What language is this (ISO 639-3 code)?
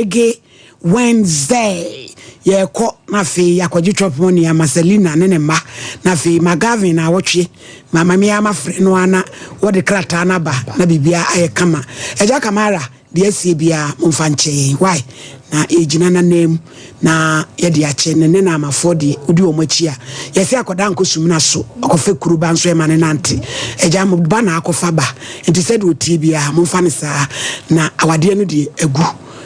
aka